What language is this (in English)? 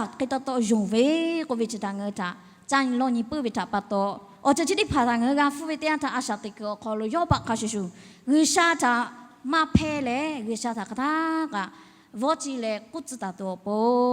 Lahu